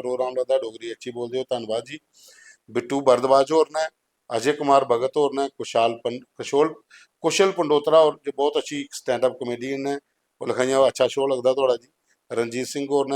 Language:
Dogri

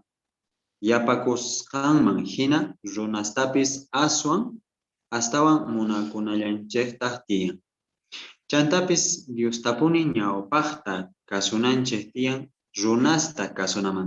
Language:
South Bolivian Quechua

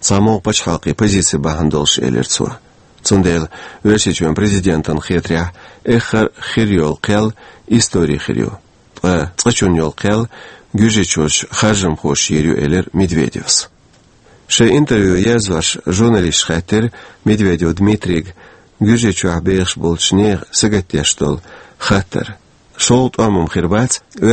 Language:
Chechen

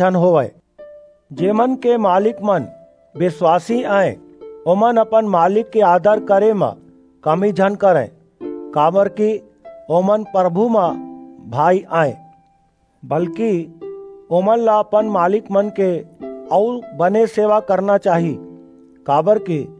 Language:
Chhattisgarhi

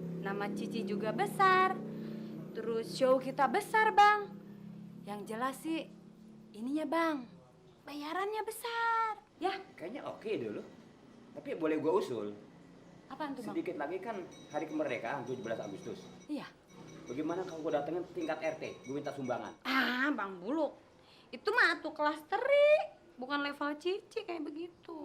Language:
Betawi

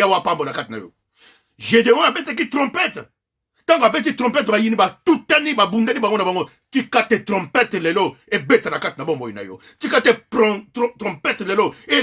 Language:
Lingala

